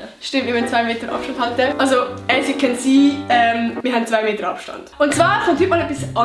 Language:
Swiss German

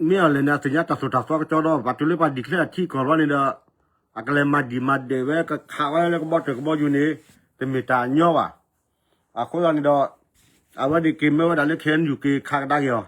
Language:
S'gaw Karen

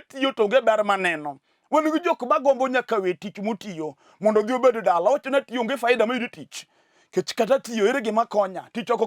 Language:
Luo (Kenya and Tanzania)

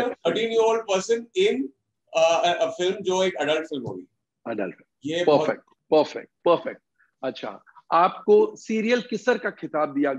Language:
Hindi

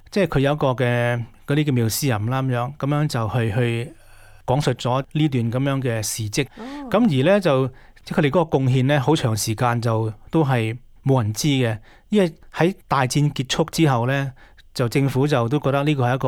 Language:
Cantonese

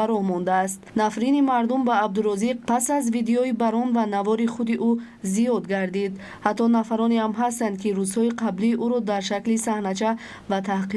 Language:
Tajik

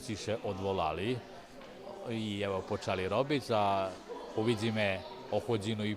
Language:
Rusyn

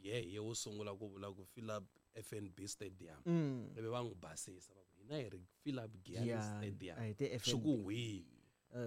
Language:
Tsonga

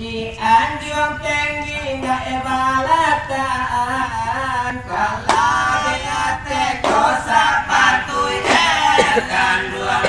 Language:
Minangkabau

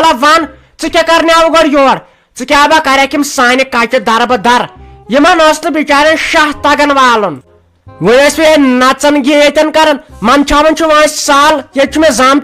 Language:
Kashmiri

